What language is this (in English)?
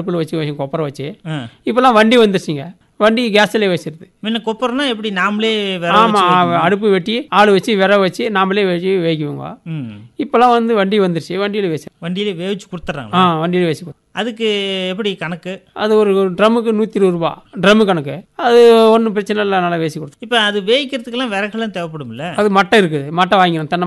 Tamil